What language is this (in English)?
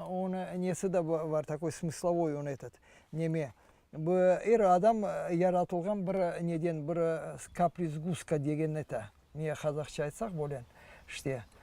Crimean Tatar